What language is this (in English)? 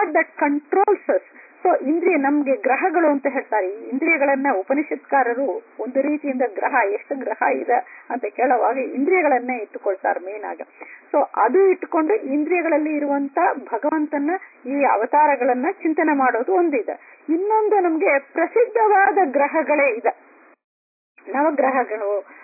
Kannada